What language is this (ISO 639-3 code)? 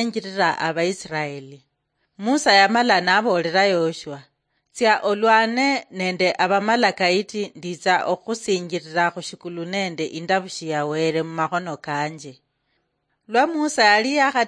luy